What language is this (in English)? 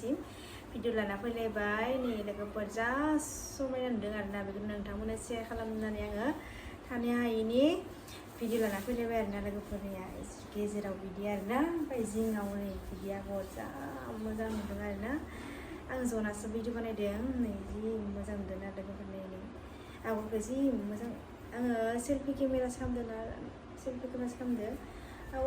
Bodo